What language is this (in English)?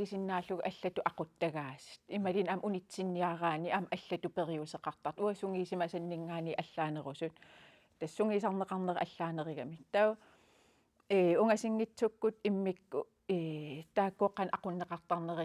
Kalaallisut